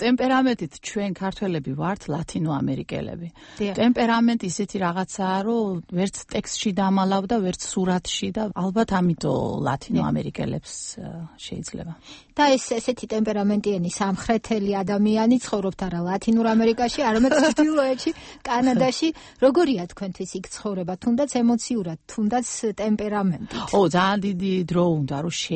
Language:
Georgian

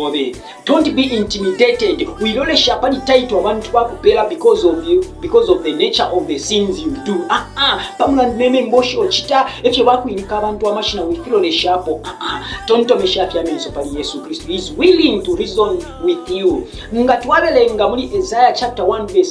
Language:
Bemba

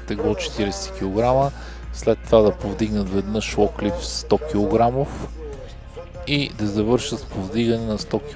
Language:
Bulgarian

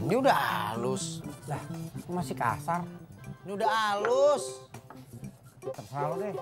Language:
Betawi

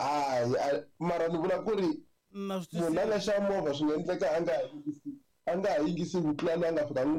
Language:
Tsonga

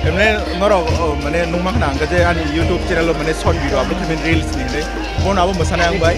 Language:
Kok Borok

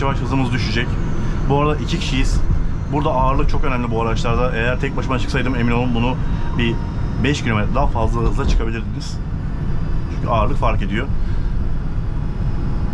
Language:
Turkish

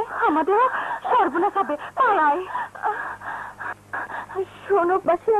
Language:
Bangla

